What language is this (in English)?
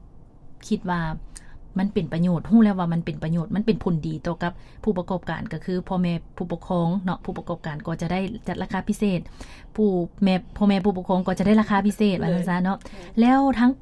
Lao